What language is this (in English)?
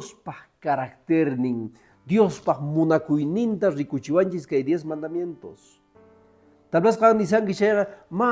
Quechua